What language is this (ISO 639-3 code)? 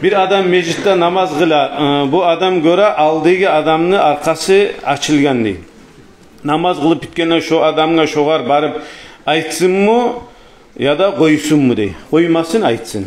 kum